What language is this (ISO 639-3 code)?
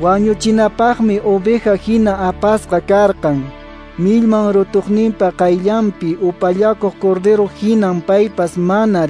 que